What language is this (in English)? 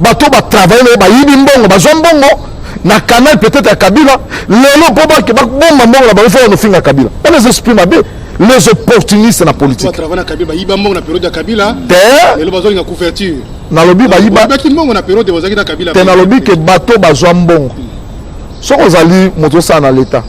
Lingala